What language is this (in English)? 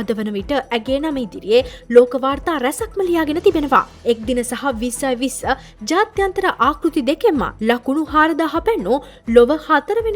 Sinhala